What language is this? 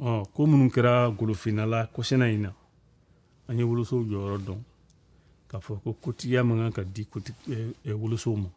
Bambara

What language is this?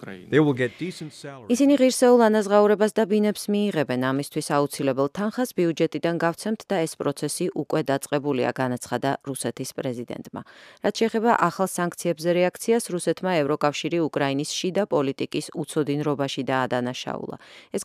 Georgian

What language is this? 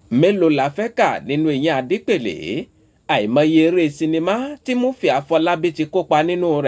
Yoruba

